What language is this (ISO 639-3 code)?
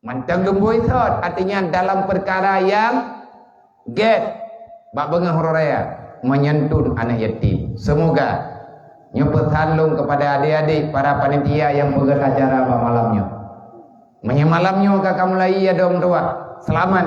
ace